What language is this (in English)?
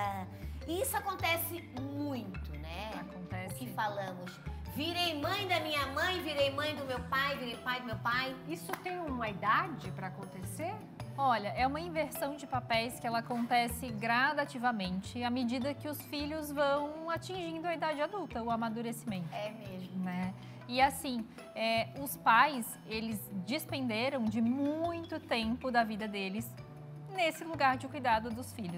Portuguese